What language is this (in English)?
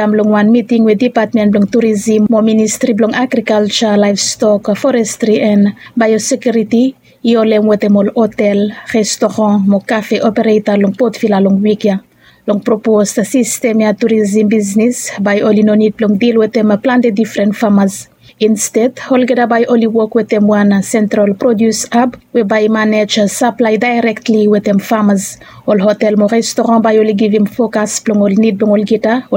Bislama